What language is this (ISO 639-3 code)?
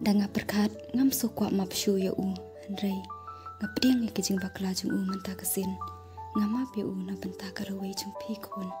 kha